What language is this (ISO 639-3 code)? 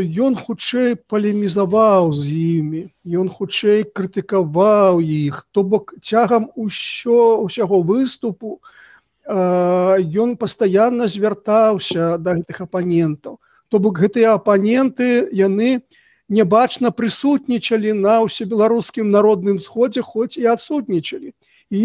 bel